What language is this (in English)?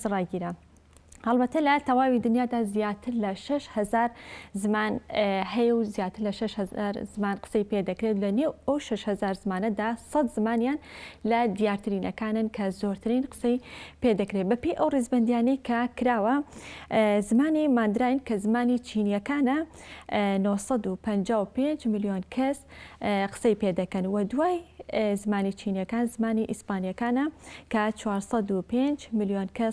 Central Kurdish